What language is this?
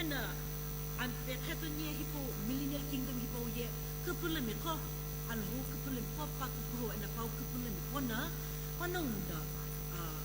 Sumi Naga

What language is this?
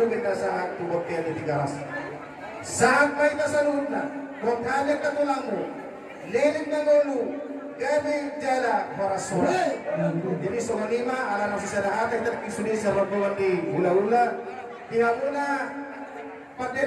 Batak Toba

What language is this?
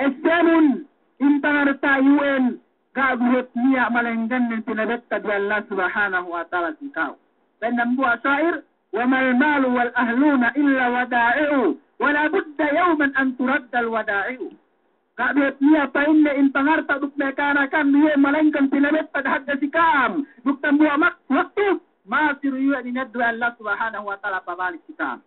Yakan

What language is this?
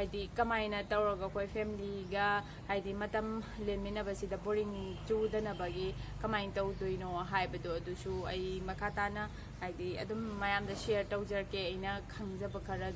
Manipuri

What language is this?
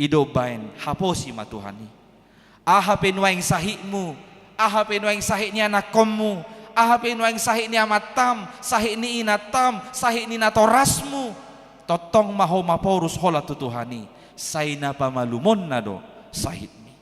Batak Toba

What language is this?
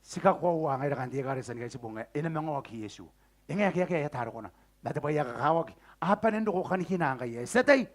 Gilbertese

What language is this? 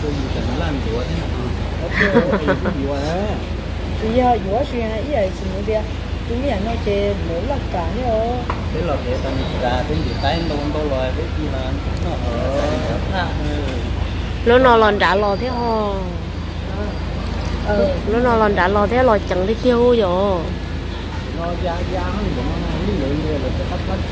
Vietnamese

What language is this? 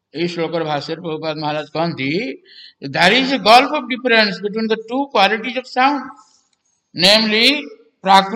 Odia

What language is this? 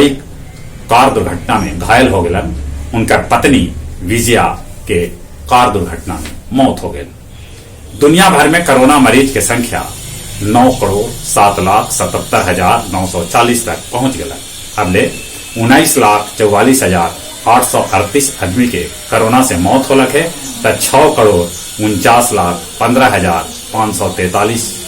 Magahi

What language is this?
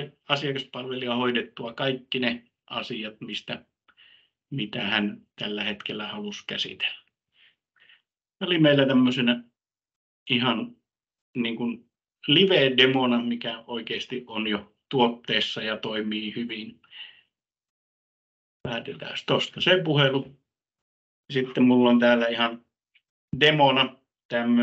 Finnish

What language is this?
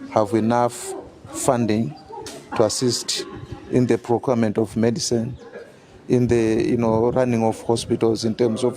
English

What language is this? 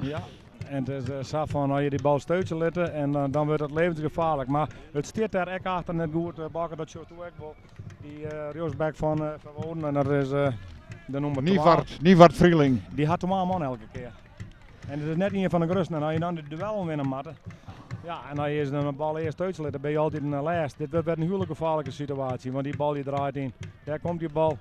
Western Frisian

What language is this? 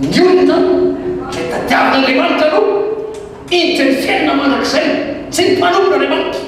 Malagasy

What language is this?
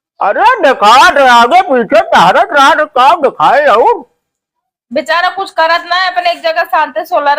Awadhi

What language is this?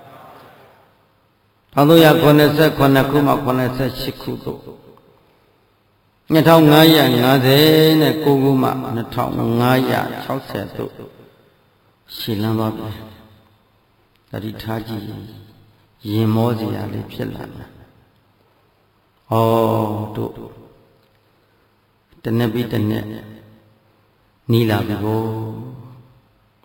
Burmese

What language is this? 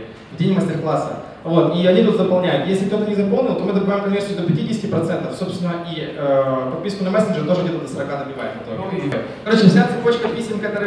Russian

